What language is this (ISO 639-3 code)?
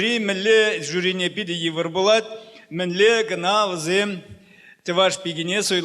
chv